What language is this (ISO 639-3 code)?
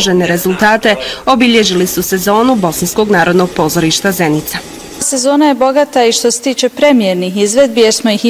bos